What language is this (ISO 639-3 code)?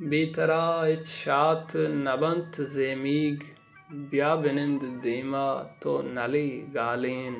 bal